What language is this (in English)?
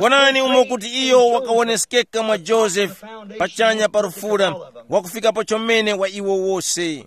Tumbuka